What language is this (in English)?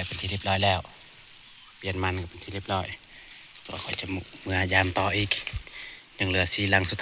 Northeastern Thai